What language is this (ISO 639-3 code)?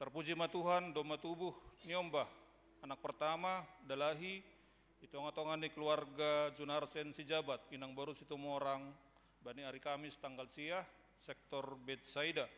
bts